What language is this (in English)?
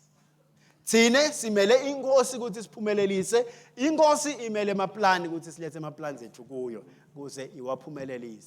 Swati